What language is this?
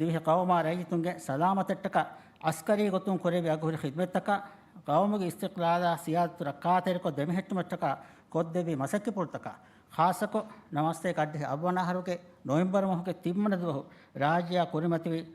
Divehi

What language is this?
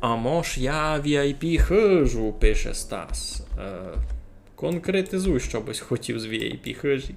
Rusyn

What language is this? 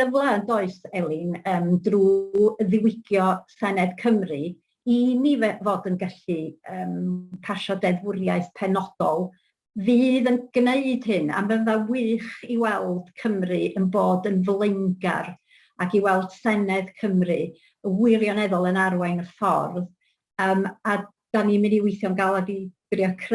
Welsh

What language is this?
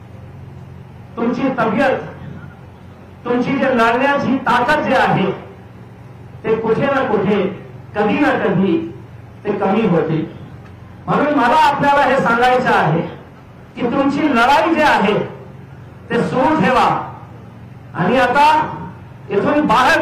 Marathi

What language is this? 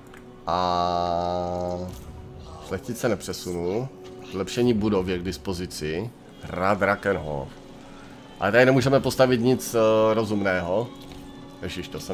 Czech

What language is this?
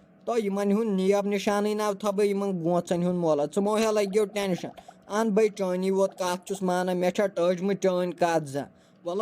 Kashmiri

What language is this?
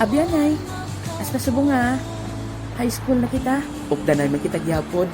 Hiligaynon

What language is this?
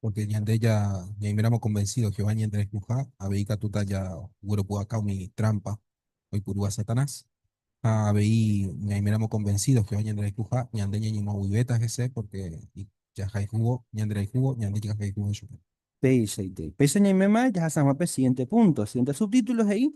Guarani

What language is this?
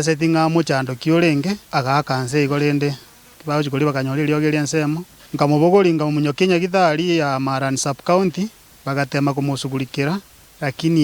Gusii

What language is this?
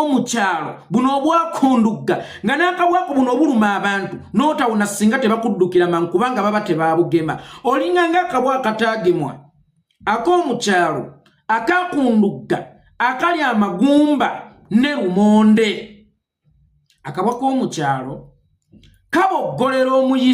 Ganda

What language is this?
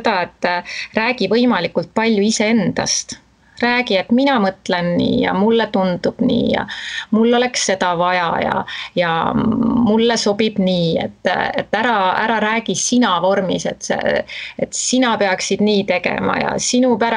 Estonian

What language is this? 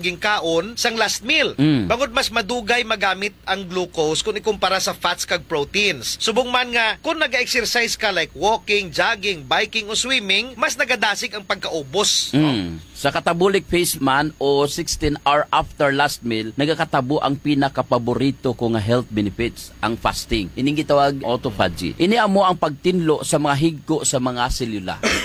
Hiligaynon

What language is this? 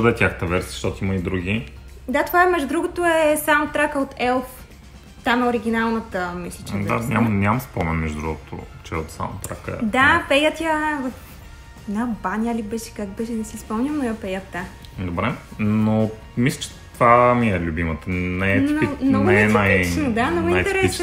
Bulgarian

